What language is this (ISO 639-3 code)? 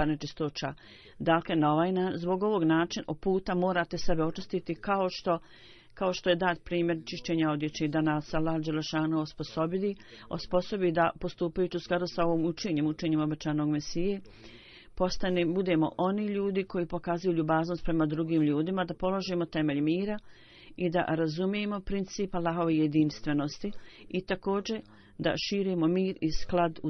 bos